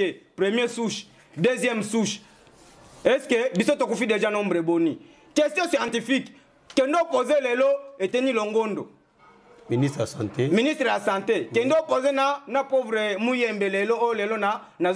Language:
Lingala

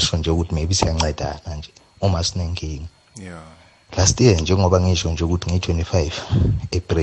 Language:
South Ndebele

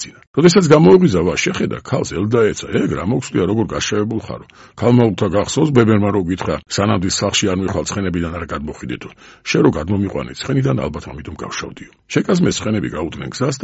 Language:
Georgian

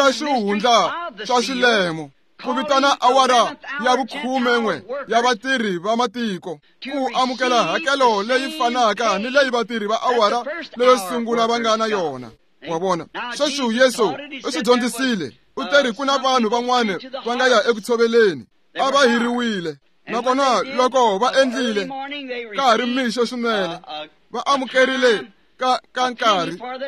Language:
Tsonga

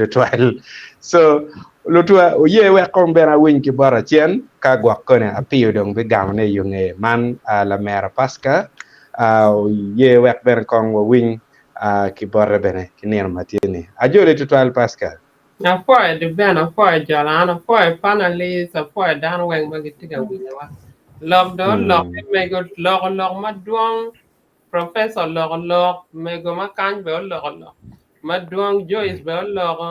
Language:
Acoli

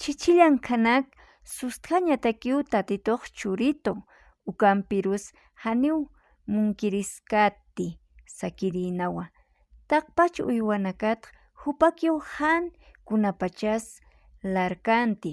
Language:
Aymara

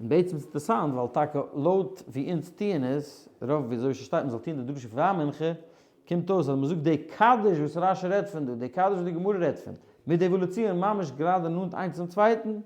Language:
Yiddish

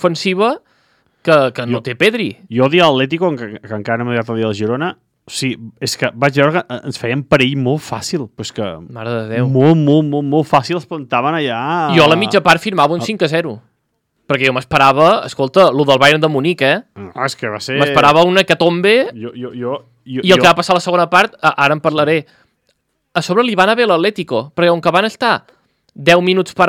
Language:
Catalan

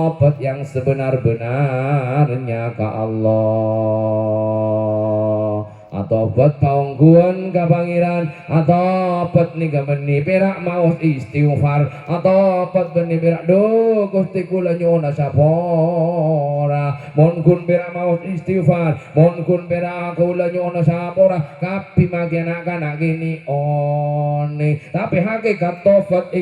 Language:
Madurese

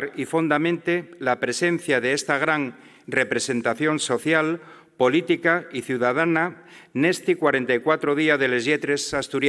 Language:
Asturian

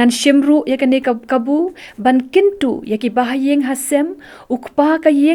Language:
Khasi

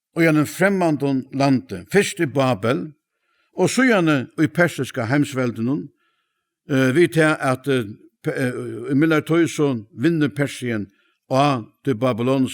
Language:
Faroese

